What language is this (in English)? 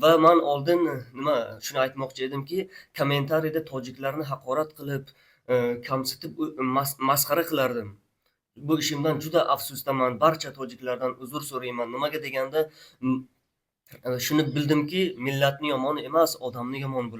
Uzbek